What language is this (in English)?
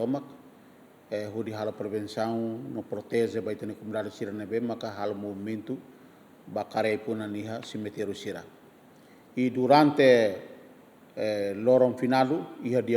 Tetum